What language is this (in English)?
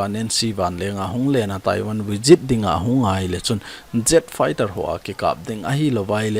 Thado Chin